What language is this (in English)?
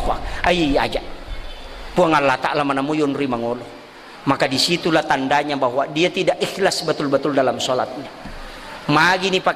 Buginese